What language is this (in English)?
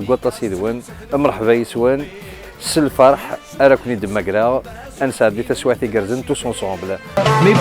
Kabyle